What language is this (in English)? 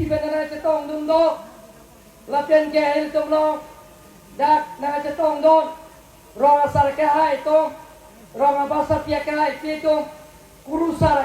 Karbi